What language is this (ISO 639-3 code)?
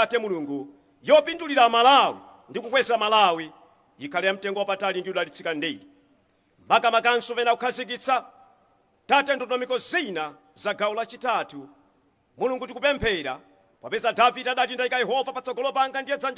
nya